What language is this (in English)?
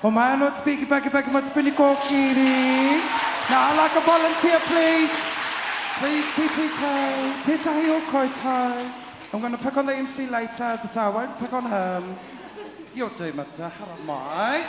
Māori